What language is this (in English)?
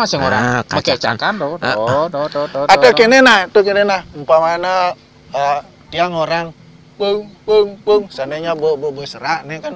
Balinese